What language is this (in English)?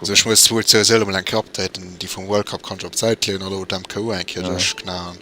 Luxembourgish